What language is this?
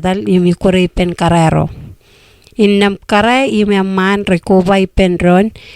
Marshallese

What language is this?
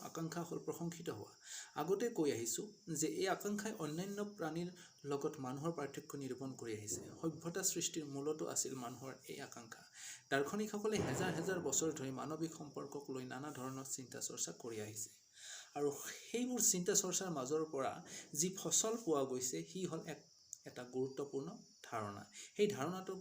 Assamese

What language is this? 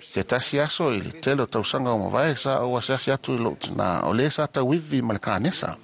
Samoan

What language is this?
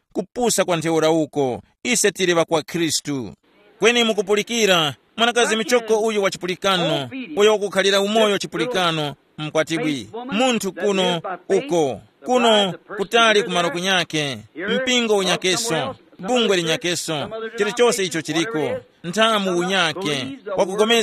Tumbuka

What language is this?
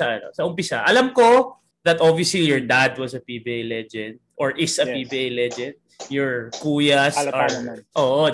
Filipino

